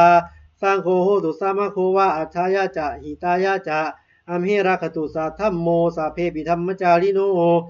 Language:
Pali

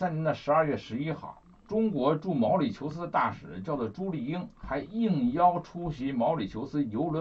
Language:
Chinese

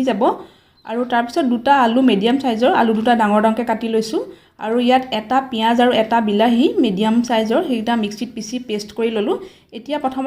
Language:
Assamese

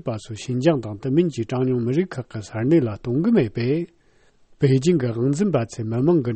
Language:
Tibetan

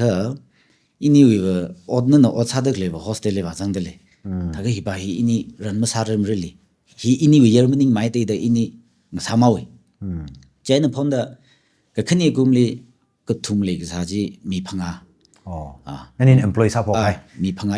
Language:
Tangkhul Naga (India)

